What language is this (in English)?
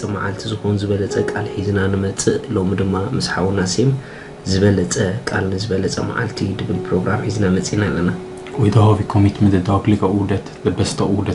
Tigrinya